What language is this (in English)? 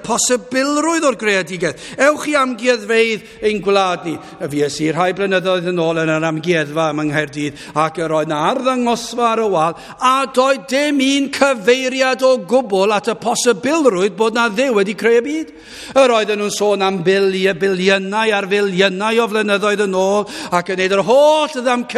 Welsh